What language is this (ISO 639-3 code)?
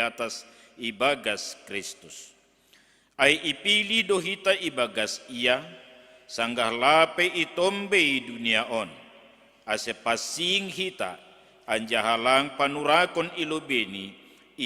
bts